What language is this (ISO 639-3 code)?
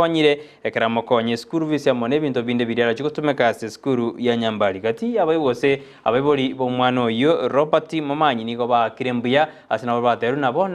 guz